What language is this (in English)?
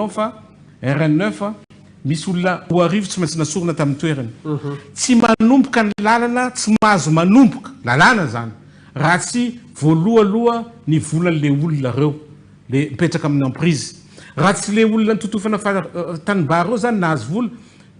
Malagasy